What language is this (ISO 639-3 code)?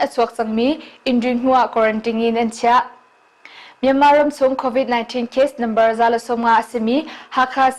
cnh